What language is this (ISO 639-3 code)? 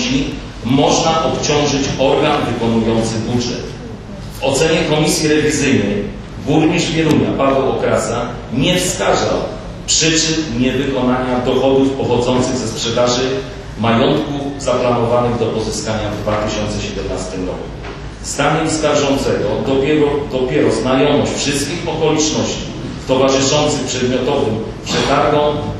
pol